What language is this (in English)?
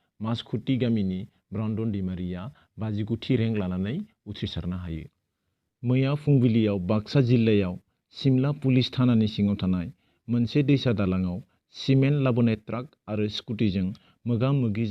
Bodo